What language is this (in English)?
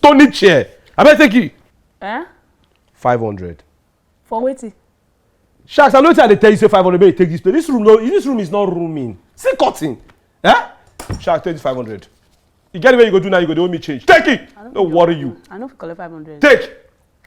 Nigerian Pidgin